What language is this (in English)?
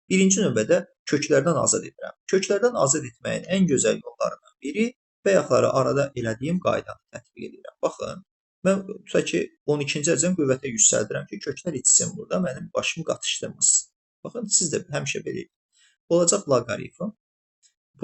Azerbaijani